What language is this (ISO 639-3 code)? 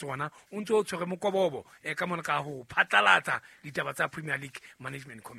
sot